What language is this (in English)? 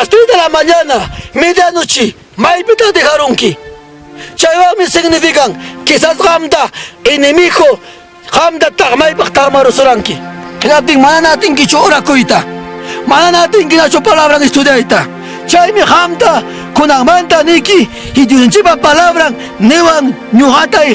Ayacucho Quechua